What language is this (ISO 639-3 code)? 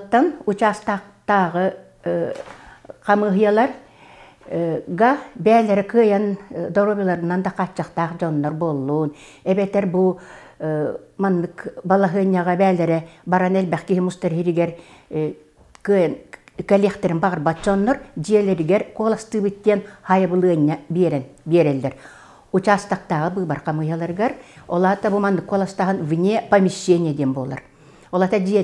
sah